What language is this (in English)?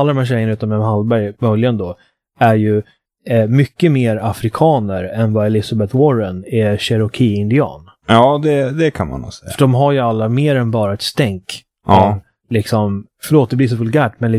Swedish